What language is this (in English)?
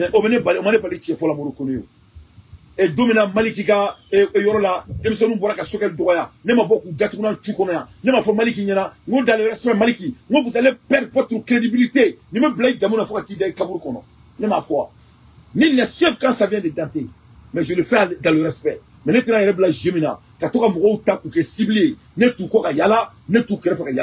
Bambara